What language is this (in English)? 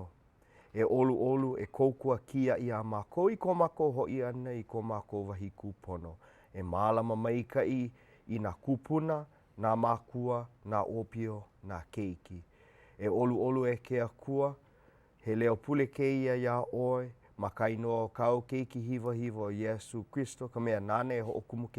Hawaiian